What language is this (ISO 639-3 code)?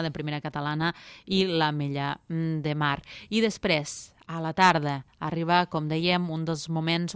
cat